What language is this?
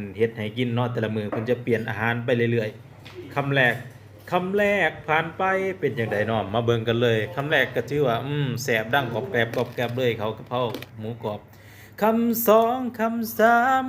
Lao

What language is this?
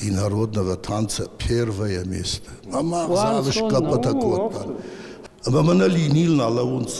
Ossetic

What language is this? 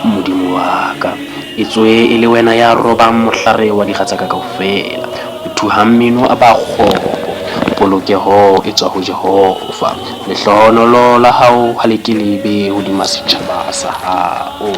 Southern Sotho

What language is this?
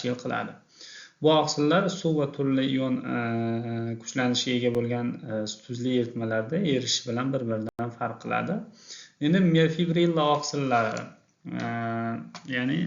Uzbek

